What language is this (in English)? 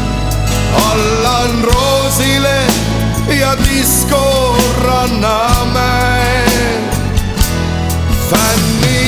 Estonian